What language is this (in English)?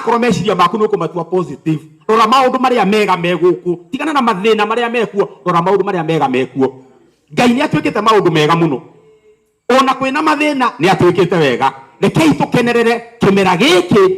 Kikuyu